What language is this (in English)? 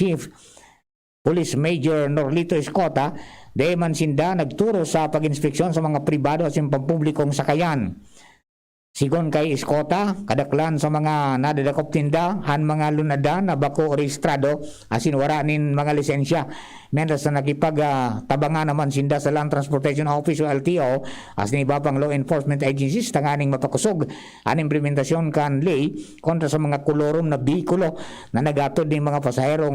Bikol